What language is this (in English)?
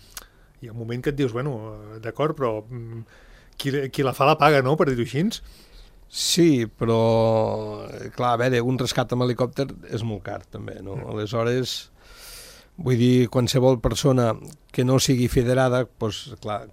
Catalan